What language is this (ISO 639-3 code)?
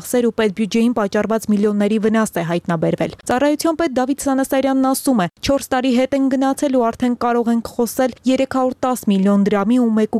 hye